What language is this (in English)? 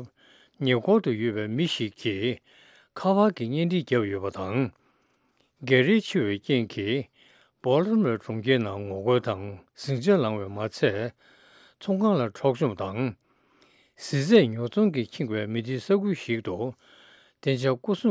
Tibetan